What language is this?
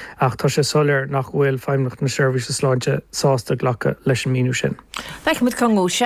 Irish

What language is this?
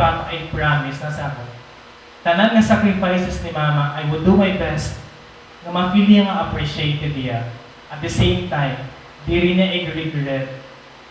Waray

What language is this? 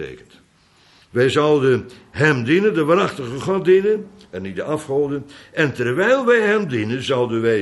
Dutch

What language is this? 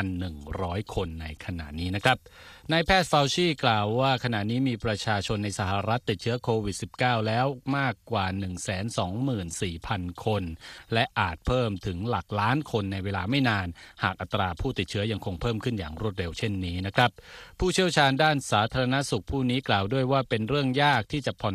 Thai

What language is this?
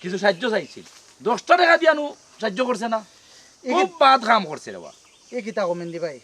Sylheti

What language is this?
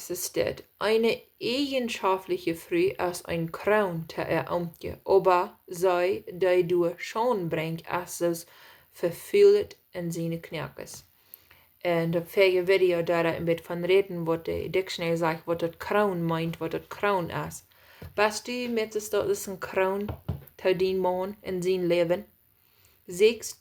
Plautdietsch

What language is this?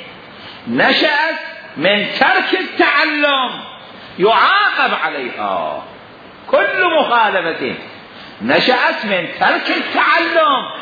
Mesopotamian Arabic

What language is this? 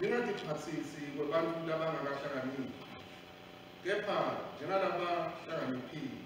Swati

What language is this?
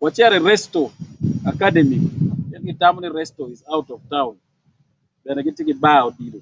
Acoli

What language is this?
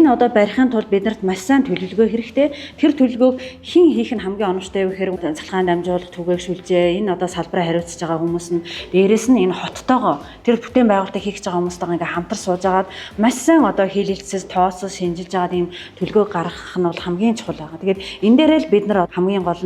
Mongolian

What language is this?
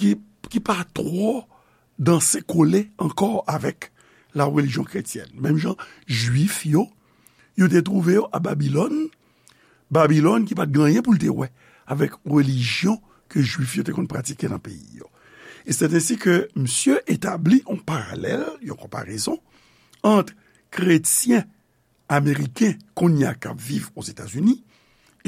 Haitian Creole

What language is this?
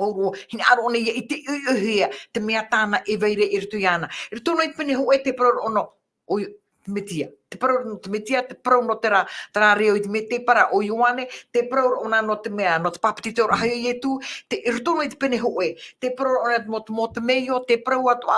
Tahitian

